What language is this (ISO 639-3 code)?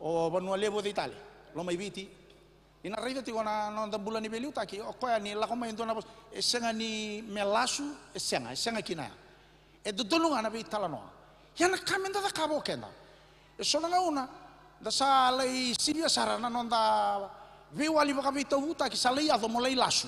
fij